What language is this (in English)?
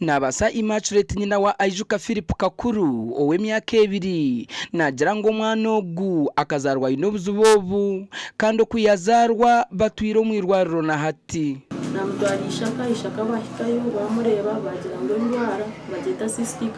Nyankole